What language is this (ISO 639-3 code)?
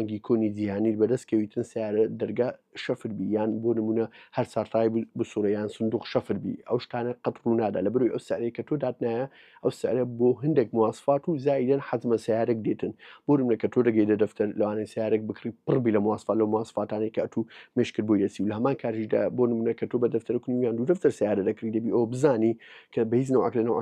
ckb